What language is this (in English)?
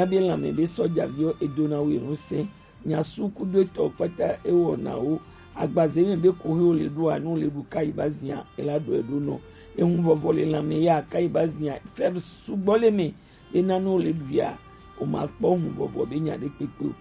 Gen